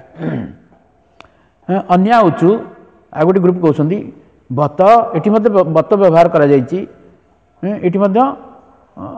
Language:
Odia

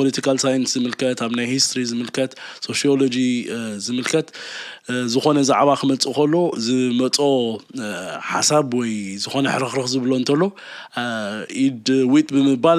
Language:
Tigrinya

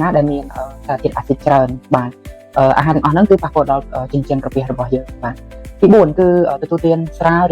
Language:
Khmer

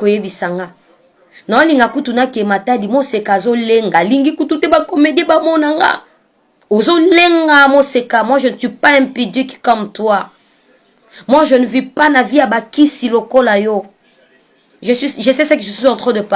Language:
Lingala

